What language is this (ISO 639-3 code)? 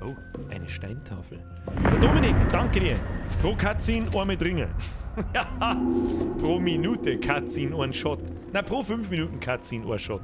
bar